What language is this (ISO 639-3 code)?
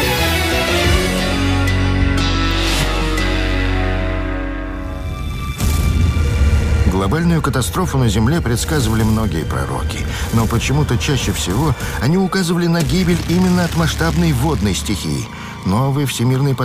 rus